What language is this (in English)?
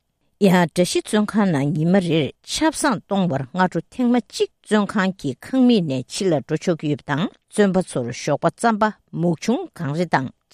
Tibetan